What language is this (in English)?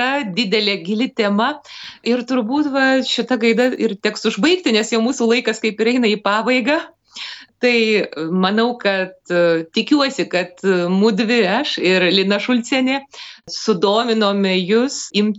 Lithuanian